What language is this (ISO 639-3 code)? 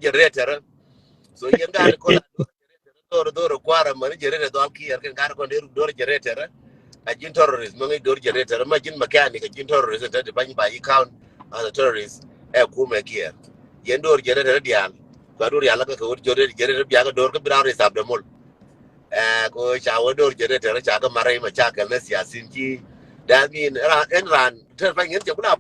nus